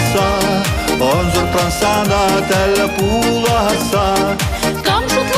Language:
Chuvash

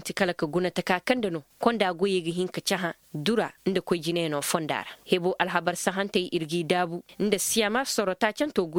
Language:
Koyraboro Senni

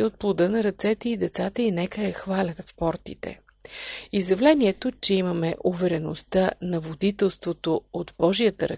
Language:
Bulgarian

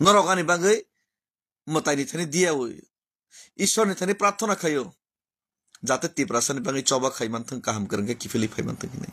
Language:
Kok Borok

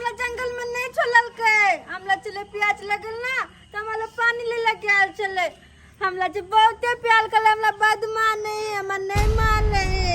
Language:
Maithili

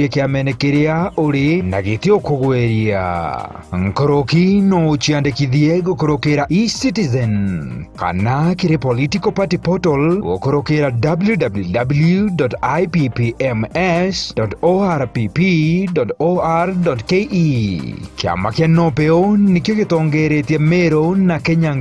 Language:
Meru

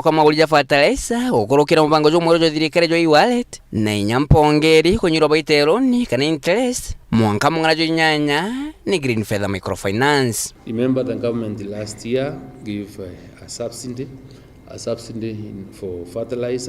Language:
Meru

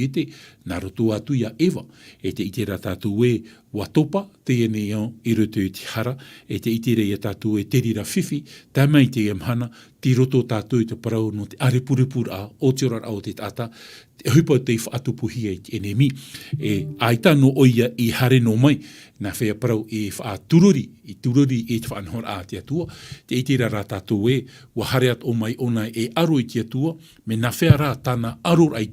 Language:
Tahitian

